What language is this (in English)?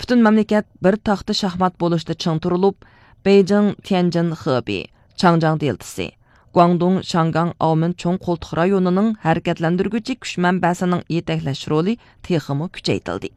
Uyghur